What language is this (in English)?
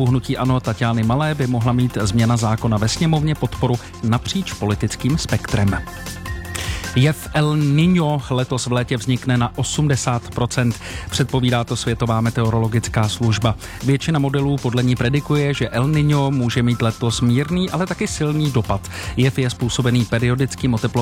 Czech